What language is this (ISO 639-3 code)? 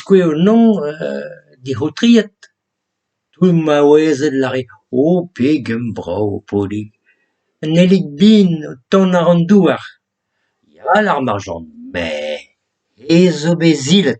bre